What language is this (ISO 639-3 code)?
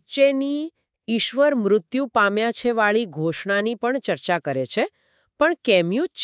guj